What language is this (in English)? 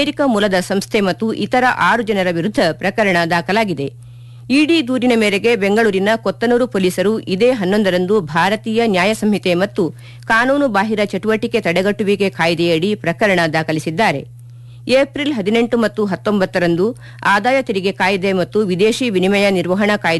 Kannada